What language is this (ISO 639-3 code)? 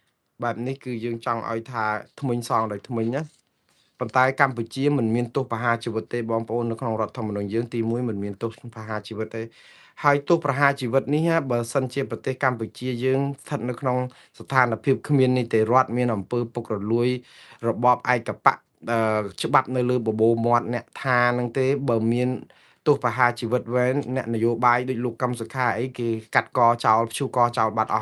khm